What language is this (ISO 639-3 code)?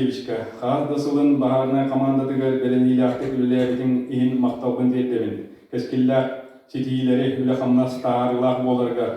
sah